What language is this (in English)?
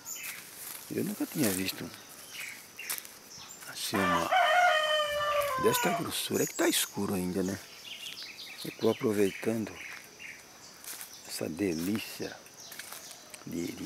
Portuguese